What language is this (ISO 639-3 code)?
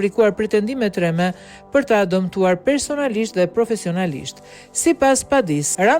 sqi